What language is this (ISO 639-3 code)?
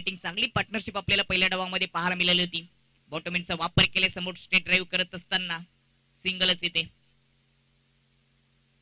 mar